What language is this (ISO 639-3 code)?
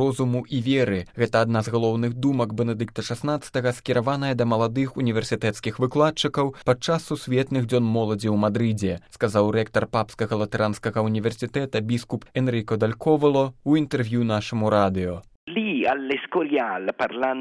bel